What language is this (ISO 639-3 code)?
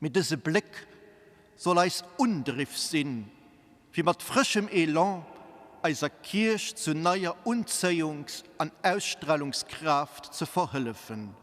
ltz